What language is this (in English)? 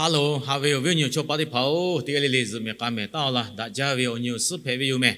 Lahu